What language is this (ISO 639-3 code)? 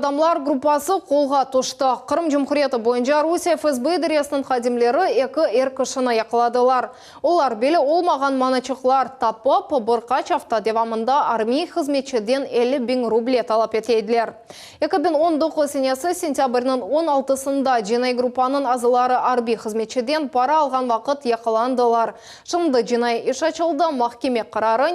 crh